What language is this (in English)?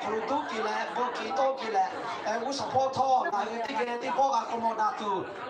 Lahu